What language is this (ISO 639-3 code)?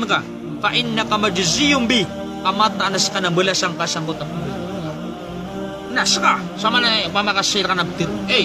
mrw